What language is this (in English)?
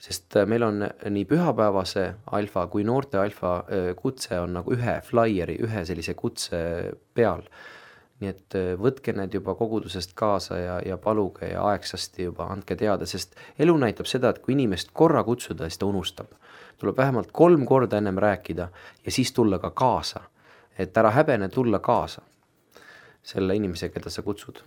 Estonian